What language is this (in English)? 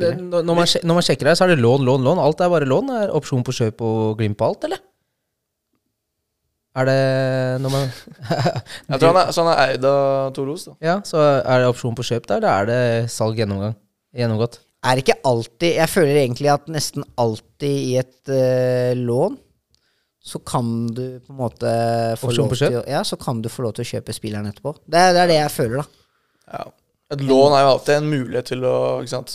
Norwegian